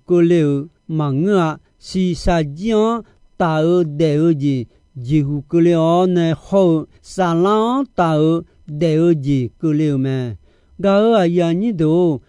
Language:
Akha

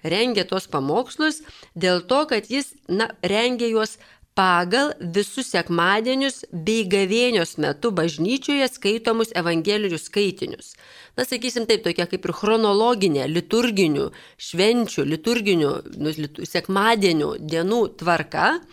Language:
Lithuanian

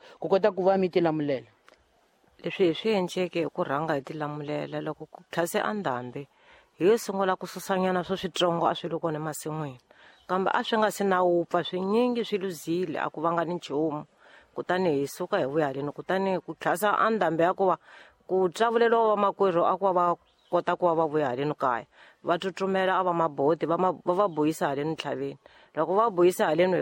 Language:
Tsonga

